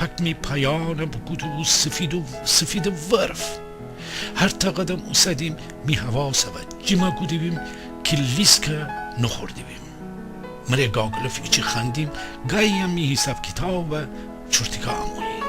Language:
Gilaki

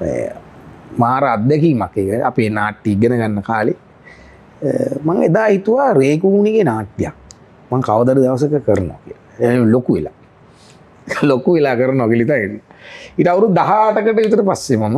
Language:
Sinhala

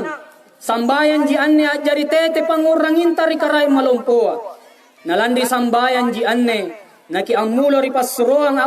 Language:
Makasar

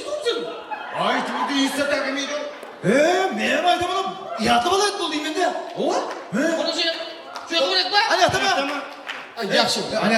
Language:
Kara-Kalpak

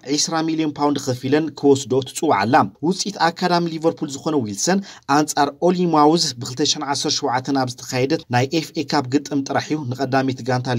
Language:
Tigrinya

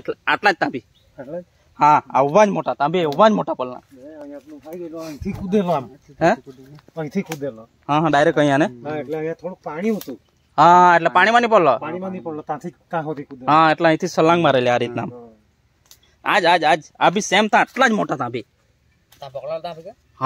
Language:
Gujarati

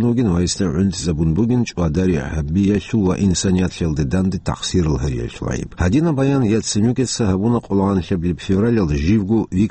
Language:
Avaric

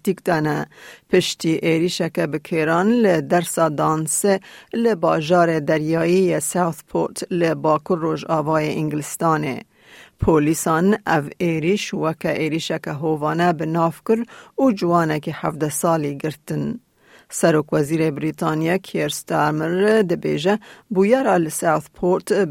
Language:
Kurdish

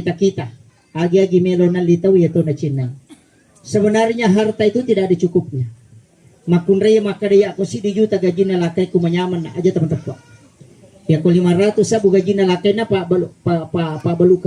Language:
Buginese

